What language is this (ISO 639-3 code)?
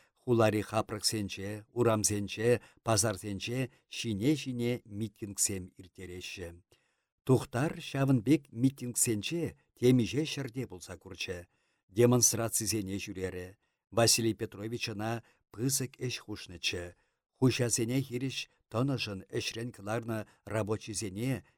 chv